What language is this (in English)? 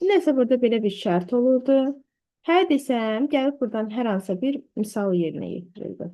Azerbaijani